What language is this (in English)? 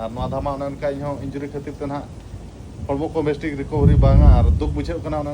Santali